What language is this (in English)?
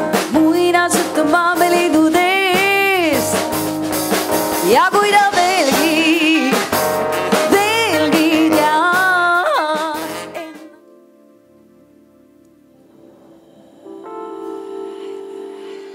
Estonian